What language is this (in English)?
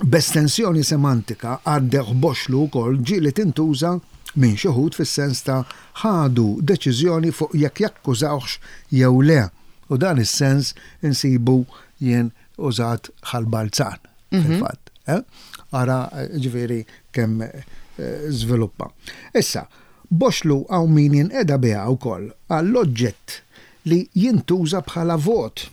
Maltese